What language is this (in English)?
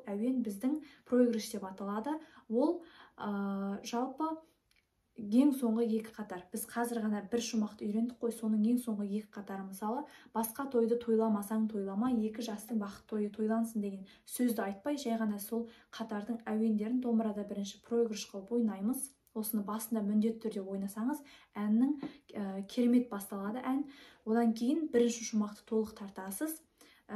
Kazakh